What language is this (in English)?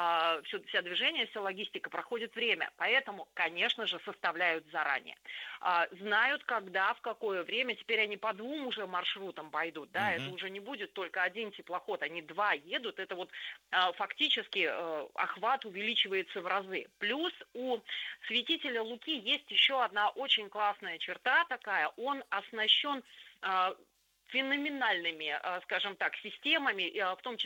Russian